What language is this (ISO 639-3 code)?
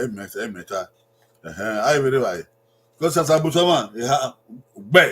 bin